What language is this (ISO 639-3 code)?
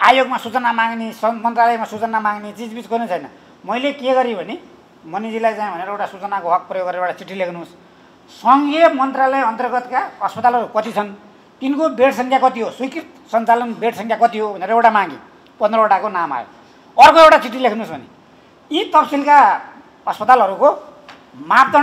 nep